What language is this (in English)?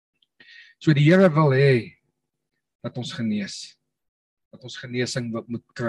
Afrikaans